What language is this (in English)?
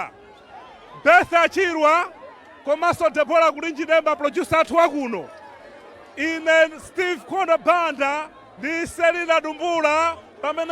Nyanja